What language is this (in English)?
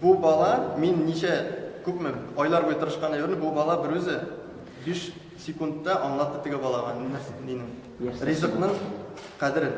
Tatar